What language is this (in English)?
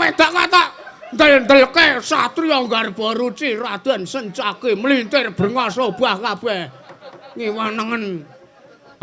Javanese